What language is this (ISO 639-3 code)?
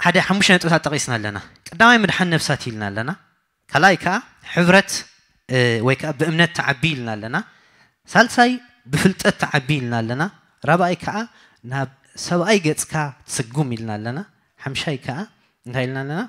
tir